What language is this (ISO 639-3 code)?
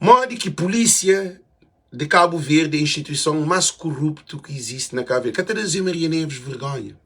kea